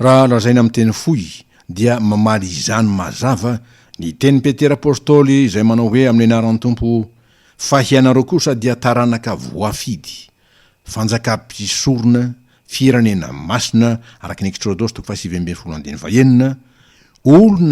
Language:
Malagasy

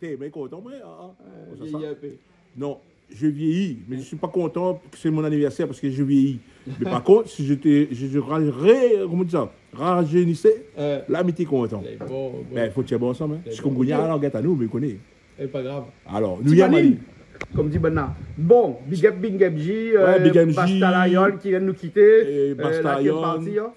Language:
Réunion Creole French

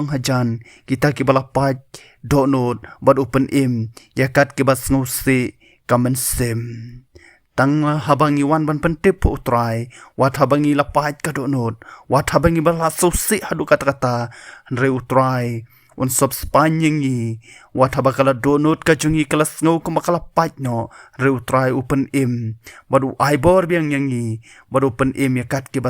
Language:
Khasi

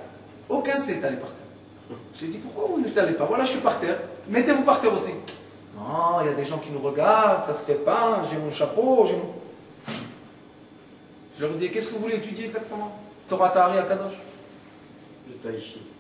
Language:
French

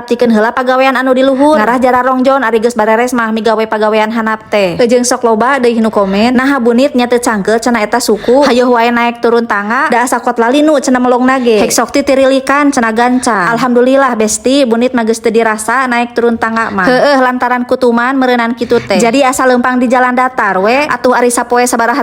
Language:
Sundanese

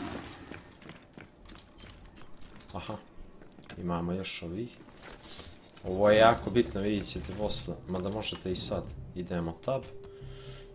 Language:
Croatian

